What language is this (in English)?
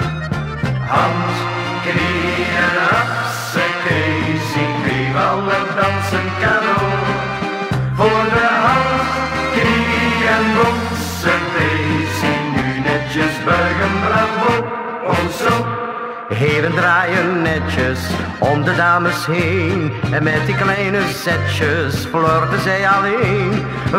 Dutch